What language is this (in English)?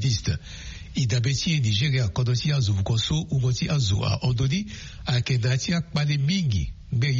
Sango